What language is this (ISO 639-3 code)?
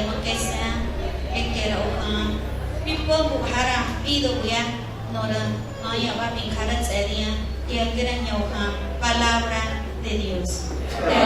nah